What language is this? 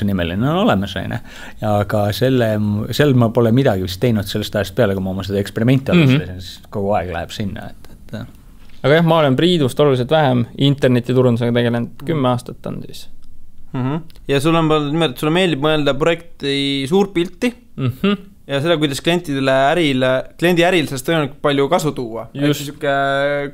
Estonian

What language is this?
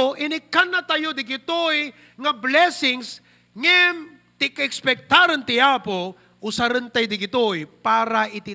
Iloko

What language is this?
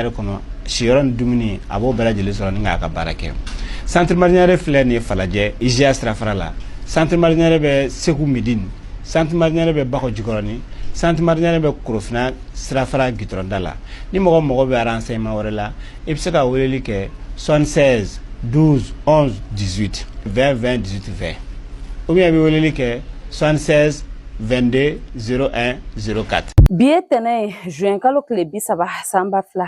Bambara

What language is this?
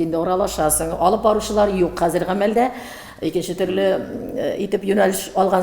Tatar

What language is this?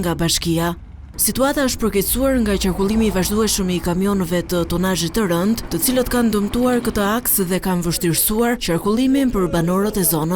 Albanian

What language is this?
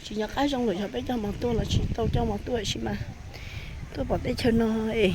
Hmong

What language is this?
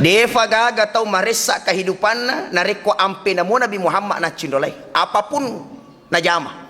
Buginese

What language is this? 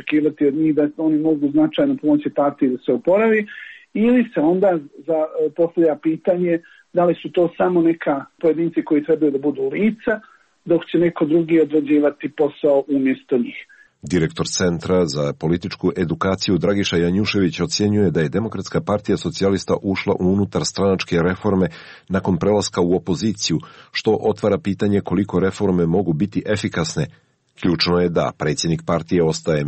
Serbian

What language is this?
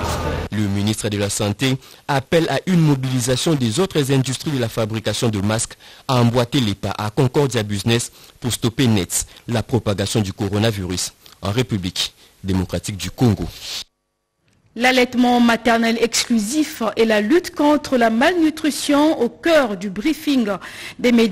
French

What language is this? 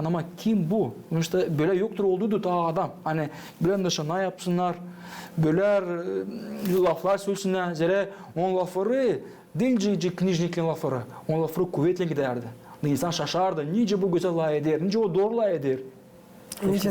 Gagauz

